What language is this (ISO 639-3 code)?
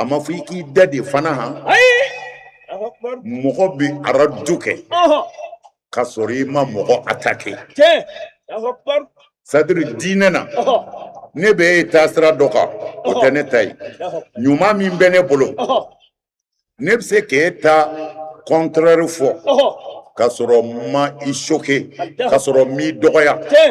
bam